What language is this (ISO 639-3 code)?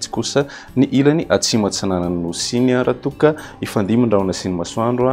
mlg